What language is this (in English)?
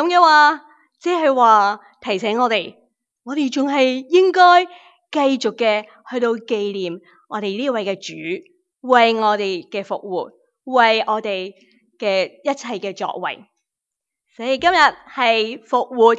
Cantonese